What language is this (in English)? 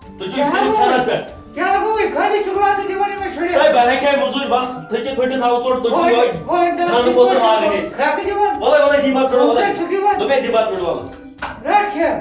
Kashmiri